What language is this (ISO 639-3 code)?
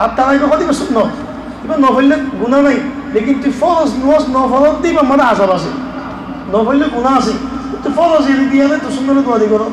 rhg